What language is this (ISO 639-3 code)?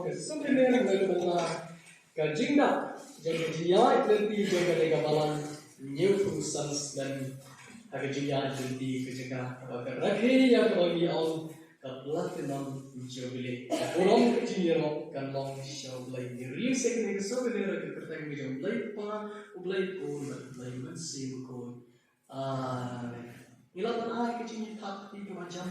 kha